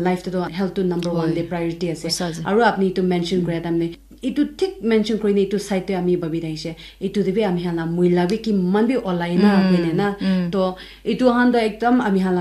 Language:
Naga Pidgin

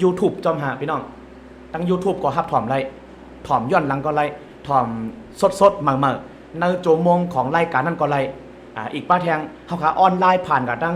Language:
Shan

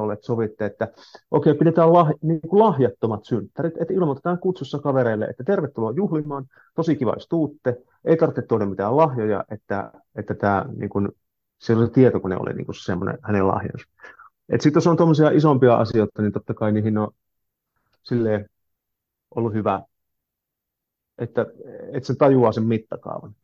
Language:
Finnish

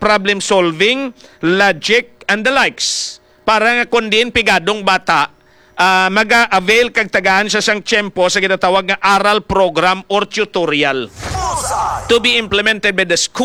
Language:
Hiligaynon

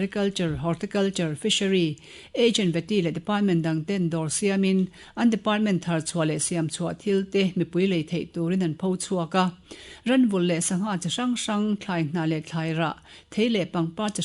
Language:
Mizo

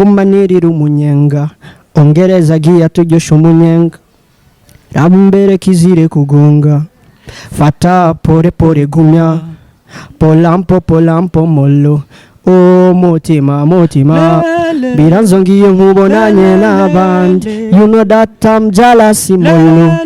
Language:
Rundi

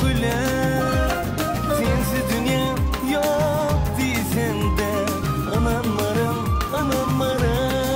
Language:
Turkish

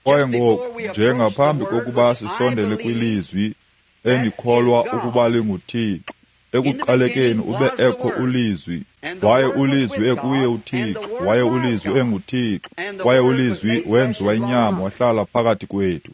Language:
Xhosa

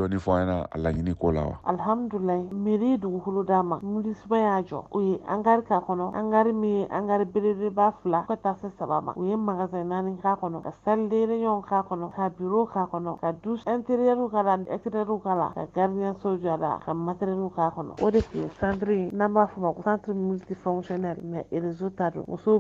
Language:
Bambara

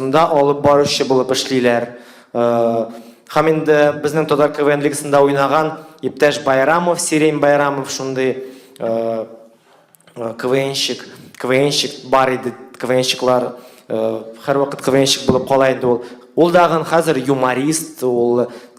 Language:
Tatar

